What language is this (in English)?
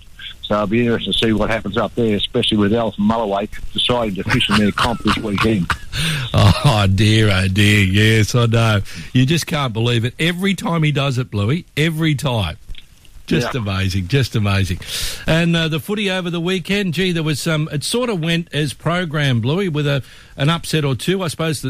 English